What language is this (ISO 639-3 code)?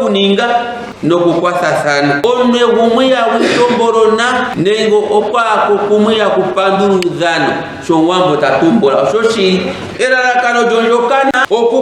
ndo